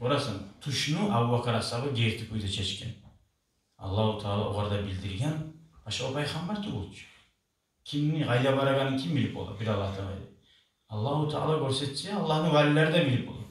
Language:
Kumyk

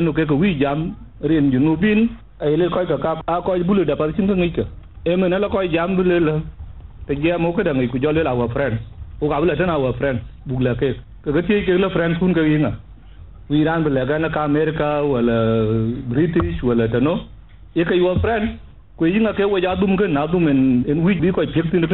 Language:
Dinka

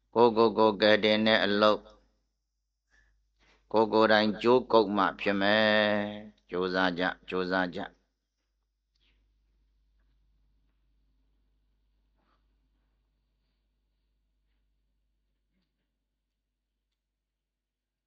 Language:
Burmese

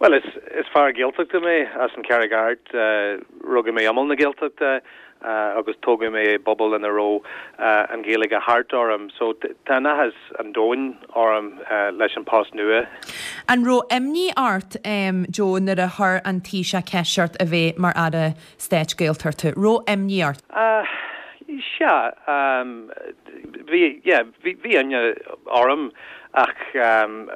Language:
Irish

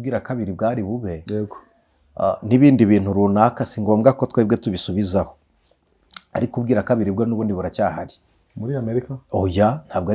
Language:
Kinyarwanda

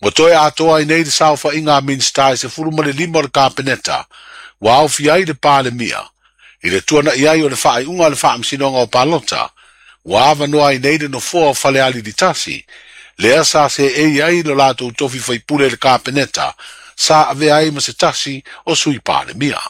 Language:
Samoan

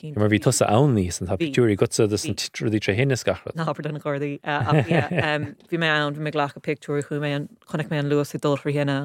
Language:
Irish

